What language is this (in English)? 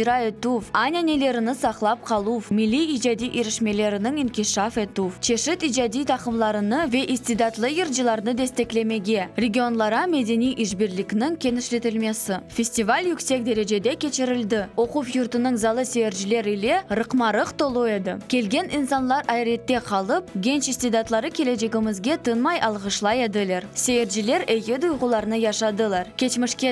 Crimean Tatar